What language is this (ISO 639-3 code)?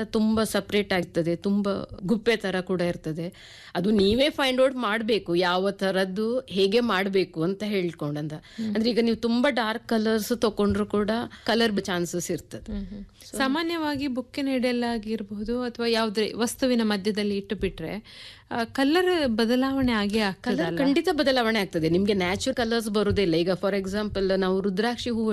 kan